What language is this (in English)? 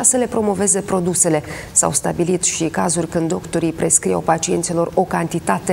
Romanian